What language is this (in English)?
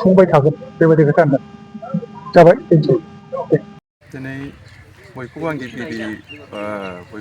Bodo